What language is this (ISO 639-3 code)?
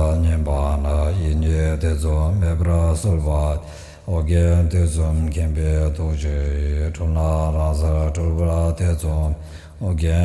bod